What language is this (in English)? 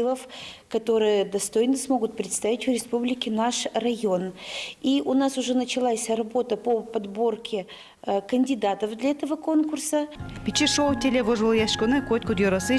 Udmurt